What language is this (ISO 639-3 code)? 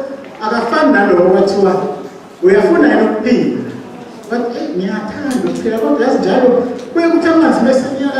zul